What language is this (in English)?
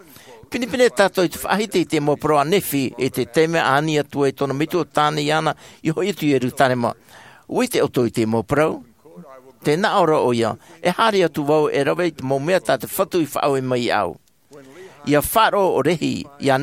Tahitian